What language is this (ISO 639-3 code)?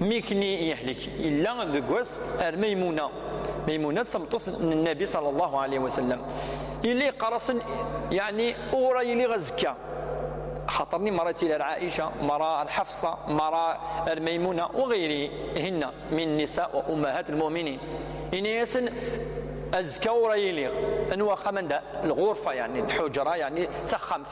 kab